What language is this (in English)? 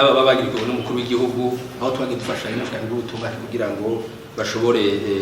Rundi